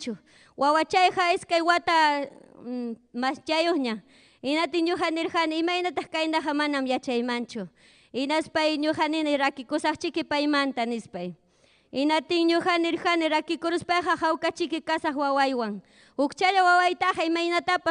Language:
Ayacucho Quechua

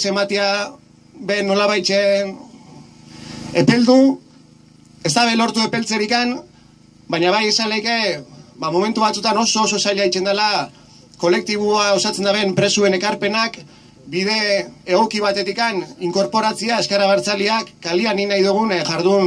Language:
Basque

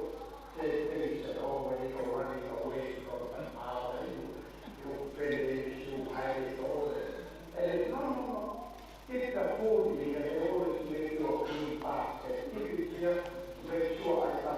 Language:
Tongan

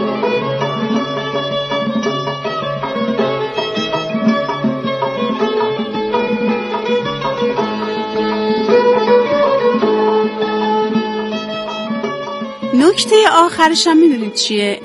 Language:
Persian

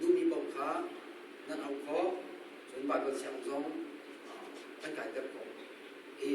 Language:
Hakha Chin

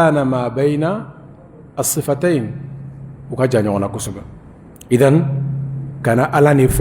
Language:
Bambara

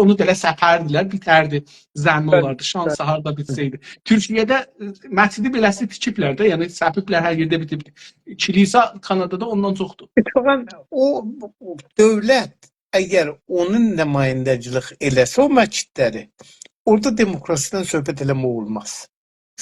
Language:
South Azerbaijani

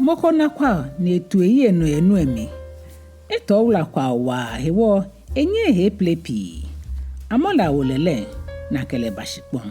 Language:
Ga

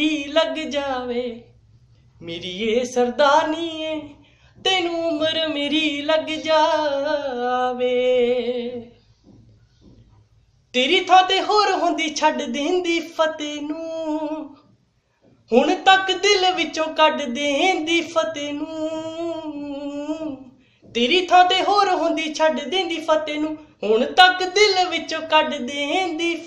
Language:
Punjabi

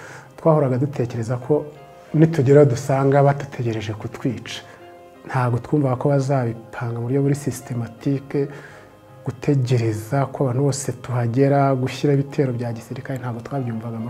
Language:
Kinyarwanda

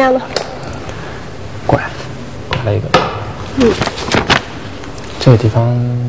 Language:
Chinese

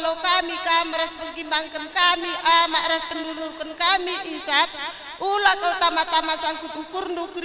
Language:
Batak Karo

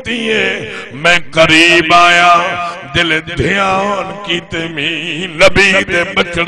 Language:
Saraiki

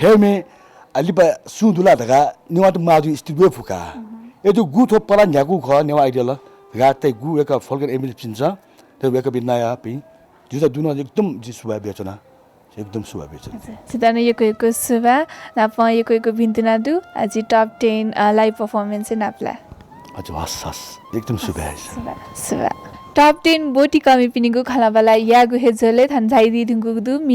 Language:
Newari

